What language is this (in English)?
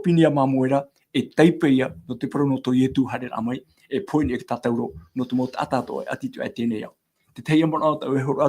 Tahitian